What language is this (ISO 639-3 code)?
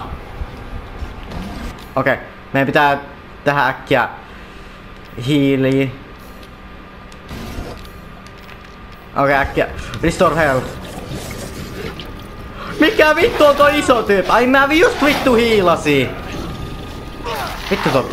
fin